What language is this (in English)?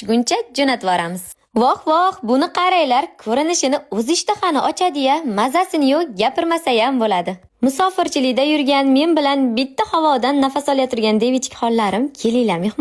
Uzbek